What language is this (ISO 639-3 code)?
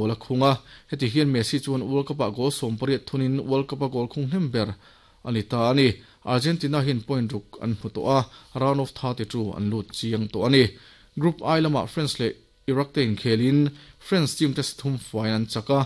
lus